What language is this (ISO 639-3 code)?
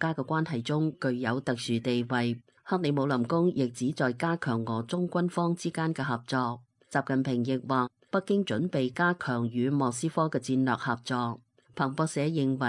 yue